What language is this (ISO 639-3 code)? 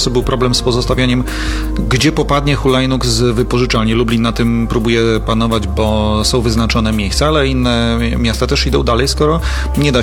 pol